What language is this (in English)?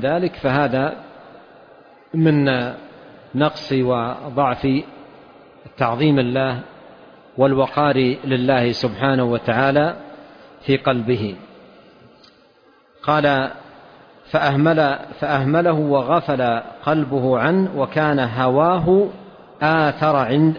Arabic